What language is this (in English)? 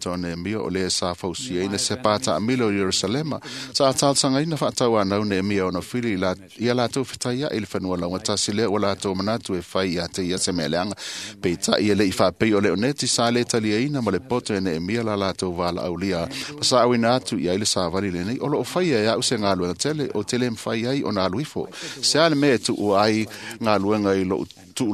Samoan